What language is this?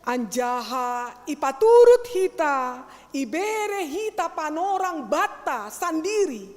Batak Simalungun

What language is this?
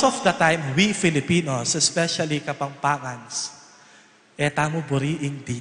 Pampanga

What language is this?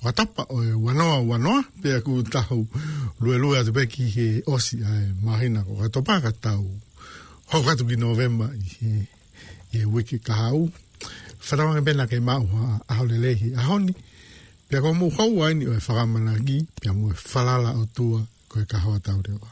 Tongan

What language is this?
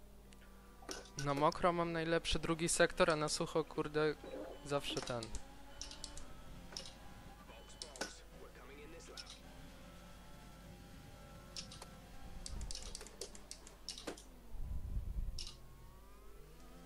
Polish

